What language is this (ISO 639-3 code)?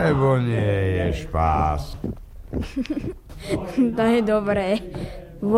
slk